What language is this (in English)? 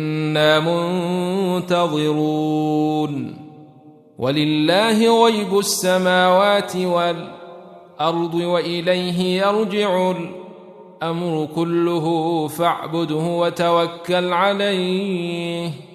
Arabic